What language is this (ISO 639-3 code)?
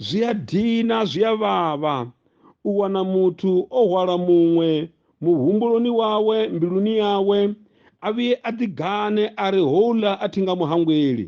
ven